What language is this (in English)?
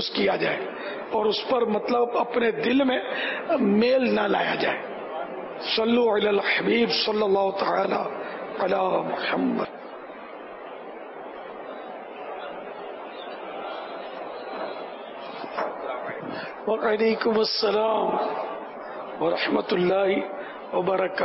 Urdu